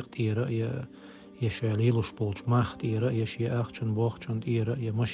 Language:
Chechen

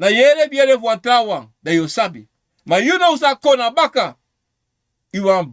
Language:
Sranan Tongo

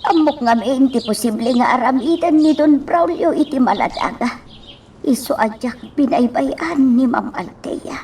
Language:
Iloko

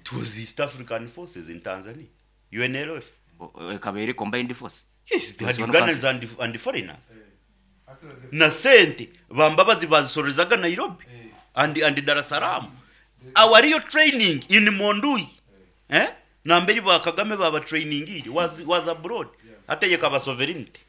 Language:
Nyoro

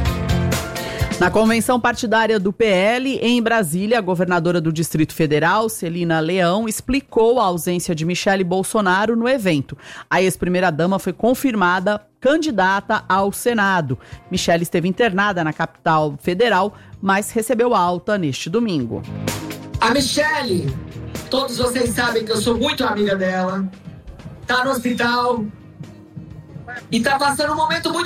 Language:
Portuguese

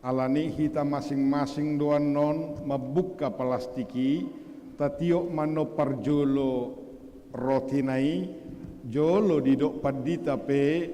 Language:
Batak Toba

